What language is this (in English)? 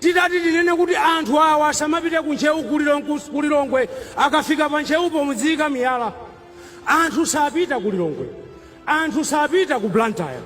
Nyanja